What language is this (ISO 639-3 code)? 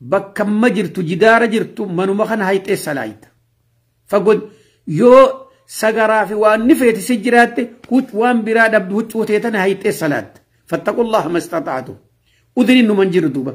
orm